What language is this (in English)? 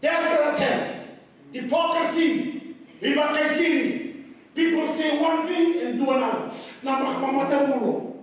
Fijian